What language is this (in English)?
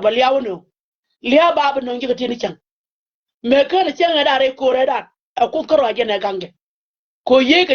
Nuer